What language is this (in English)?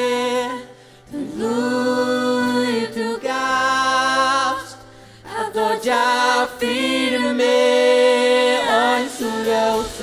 Faroese